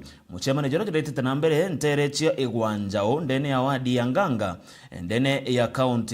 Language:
Meru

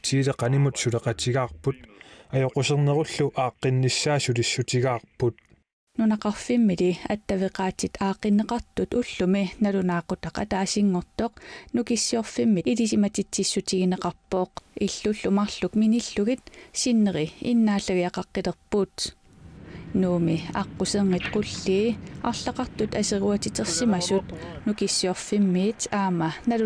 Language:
Kalaallisut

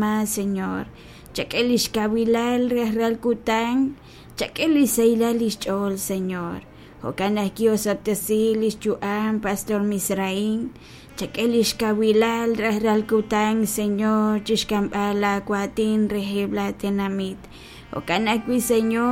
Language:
Kekchí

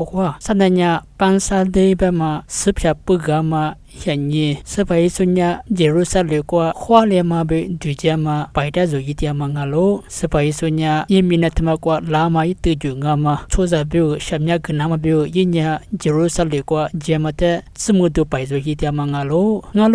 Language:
Lisu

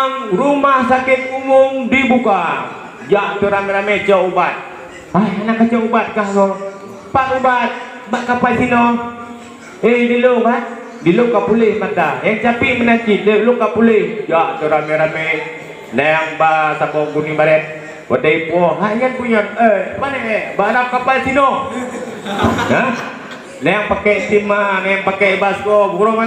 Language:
Achinese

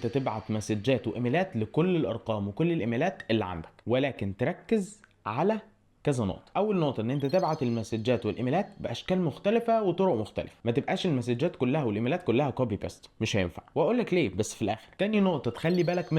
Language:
Egyptian Arabic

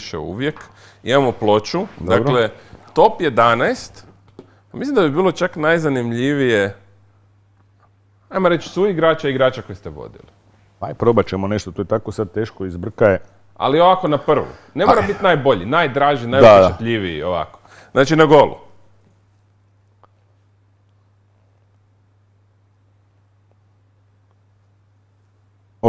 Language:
Croatian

